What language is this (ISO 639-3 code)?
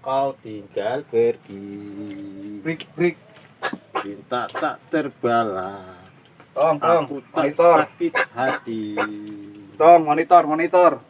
bew